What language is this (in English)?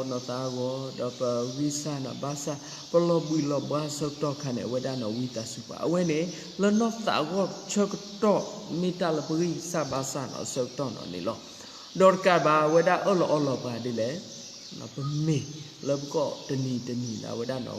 S'gaw Karen